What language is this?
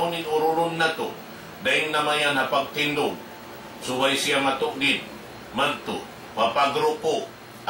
Tausug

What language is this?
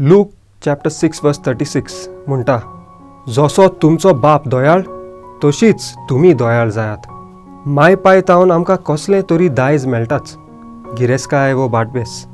Konkani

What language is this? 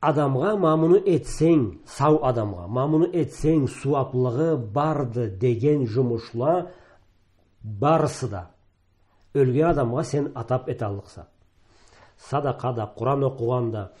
Karachay-Balkar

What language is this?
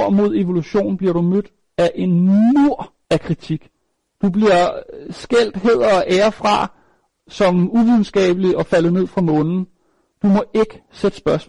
Danish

